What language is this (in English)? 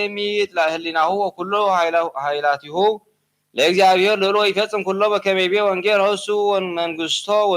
Geez